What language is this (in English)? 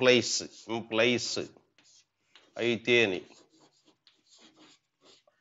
Telugu